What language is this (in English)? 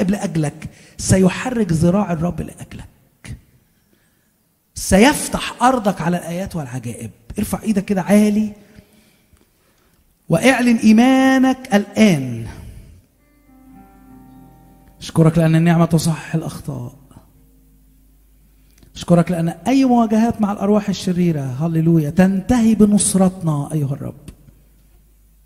Egyptian Arabic